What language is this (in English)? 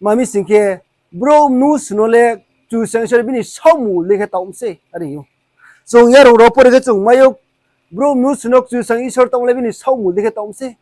Riang (India)